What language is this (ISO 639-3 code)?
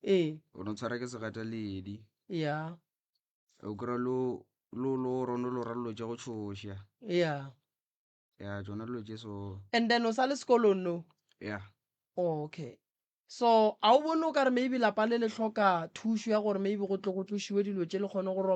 nso